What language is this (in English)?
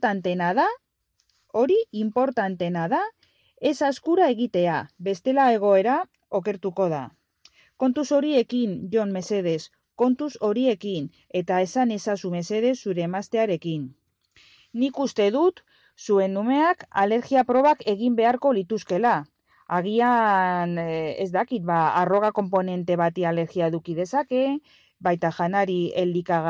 Basque